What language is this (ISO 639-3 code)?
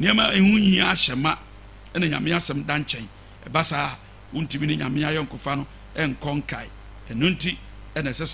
aka